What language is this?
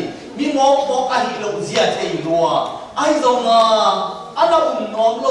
Tedim Chin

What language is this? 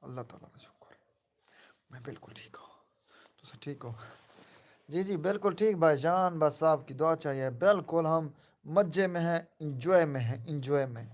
Saraiki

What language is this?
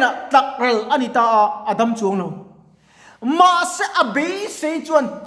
Mizo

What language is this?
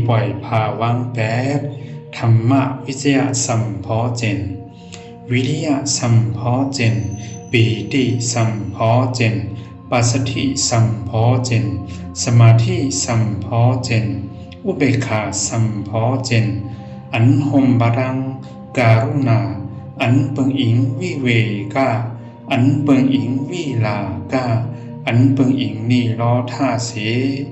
Shan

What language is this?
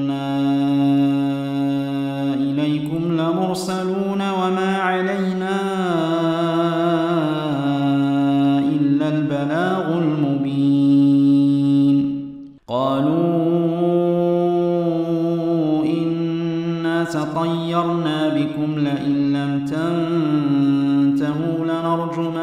Arabic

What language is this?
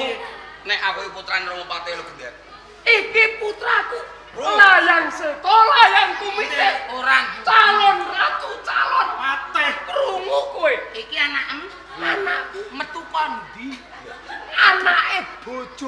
Javanese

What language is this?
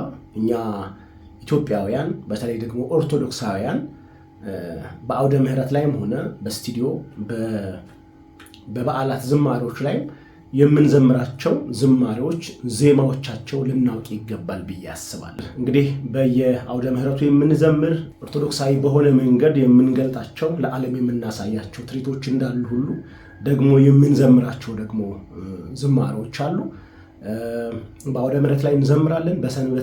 Amharic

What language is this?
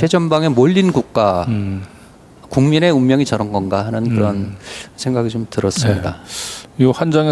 Korean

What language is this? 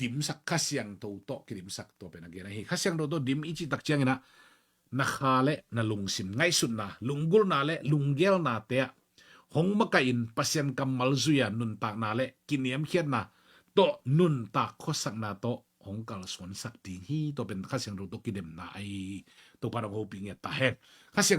Tedim Chin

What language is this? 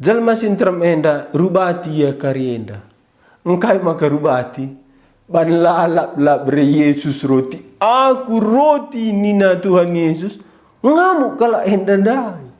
Batak Karo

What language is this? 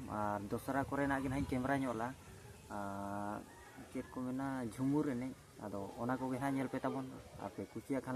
Santali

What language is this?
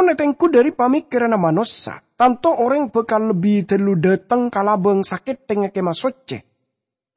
Madurese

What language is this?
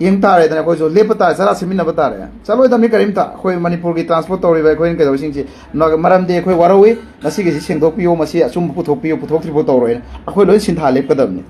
Manipuri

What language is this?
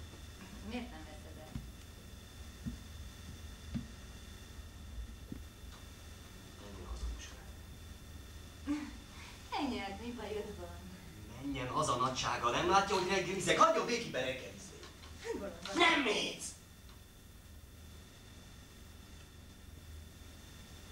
Hungarian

